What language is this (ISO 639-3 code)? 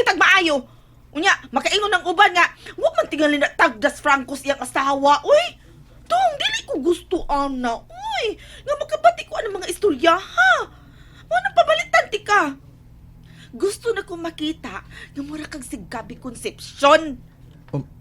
ceb